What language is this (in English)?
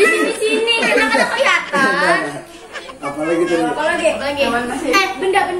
Banjar